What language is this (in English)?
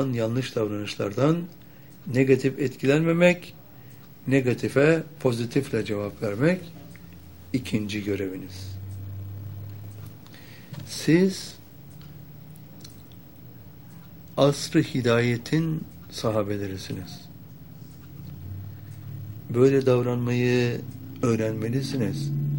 Turkish